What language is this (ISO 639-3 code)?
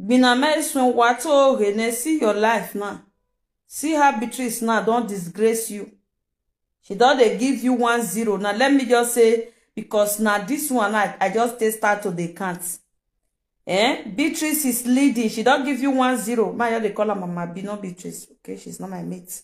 pcm